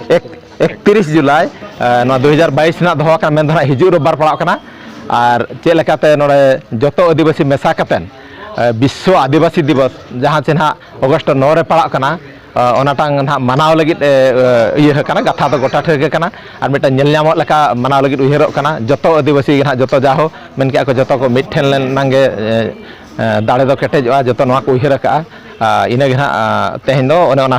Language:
Santali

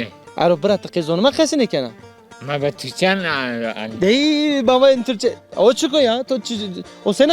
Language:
Zaza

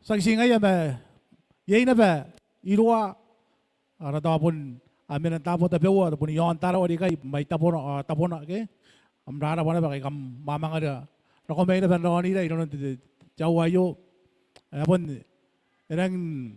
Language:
Gilbertese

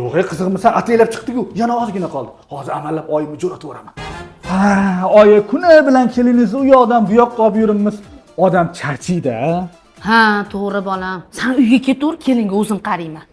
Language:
Uzbek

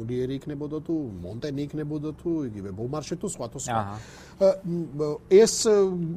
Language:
Georgian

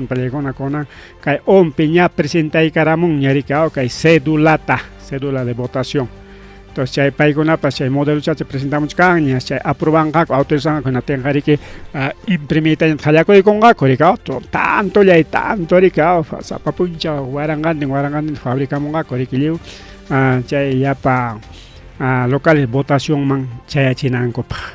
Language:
Ayacucho Quechua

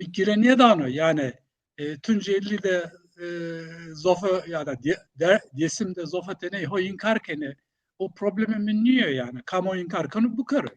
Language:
Zaza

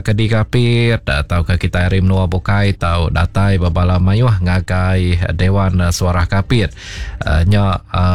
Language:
Iban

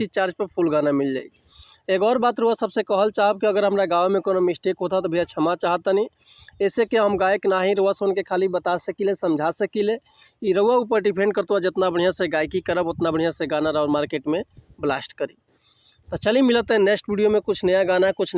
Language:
Bhojpuri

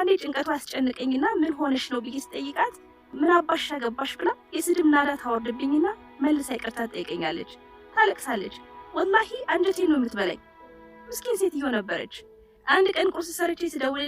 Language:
Amharic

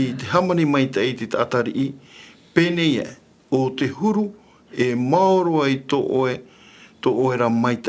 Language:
Tahitian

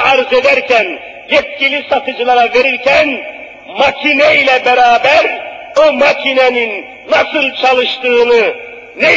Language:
Turkish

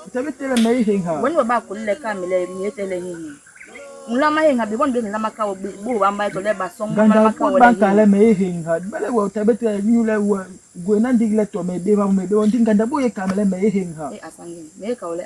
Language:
Basaa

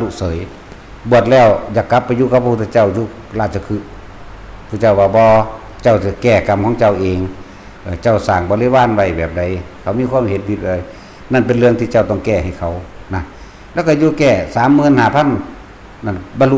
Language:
Northeastern Thai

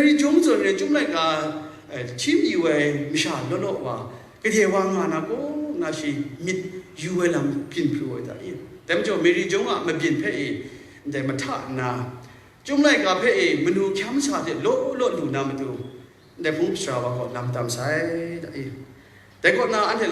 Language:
Kachin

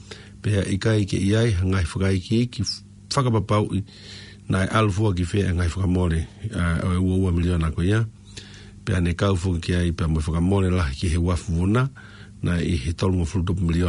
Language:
Tongan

